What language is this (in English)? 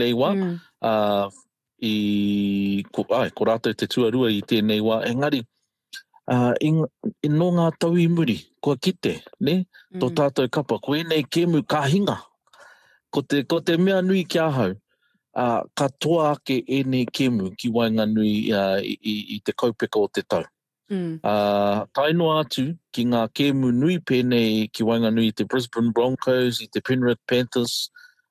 Māori